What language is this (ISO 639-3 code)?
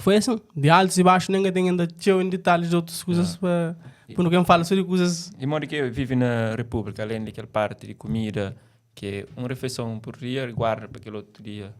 kea